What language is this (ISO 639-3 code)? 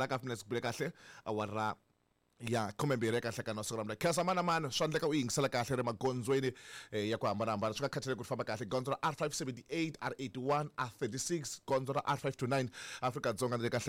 tso